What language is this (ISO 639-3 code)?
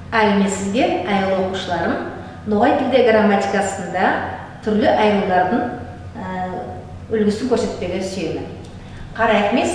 nog